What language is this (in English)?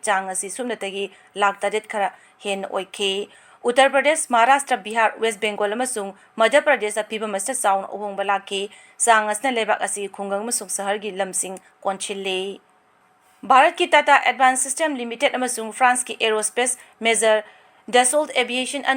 Manipuri